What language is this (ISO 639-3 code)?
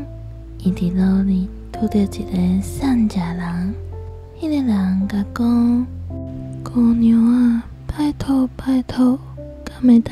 nan